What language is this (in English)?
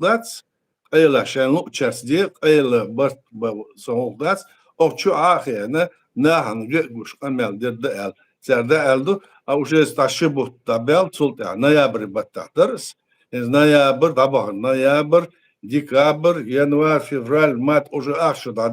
Chechen